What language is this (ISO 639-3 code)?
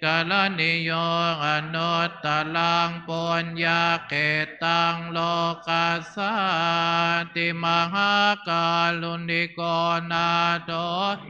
pli